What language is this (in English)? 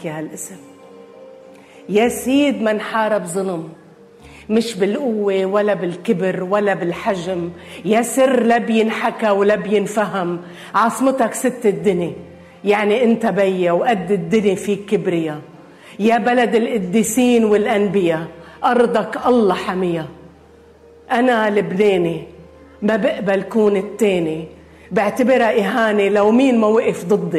North Levantine Arabic